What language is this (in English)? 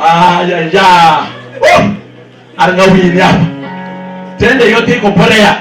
Venda